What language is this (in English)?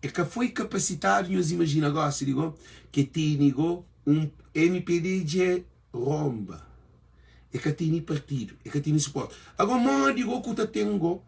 Kabuverdianu